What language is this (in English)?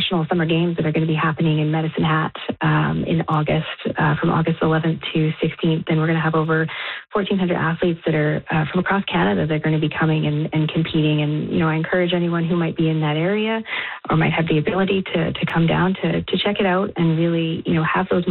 English